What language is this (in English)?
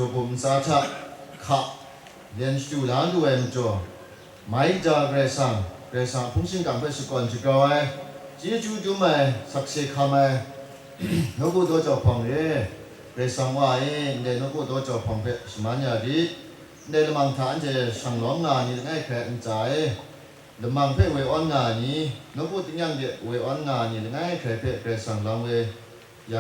Kachin